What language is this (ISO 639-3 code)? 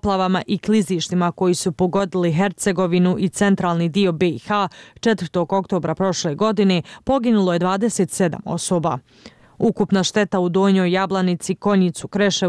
bos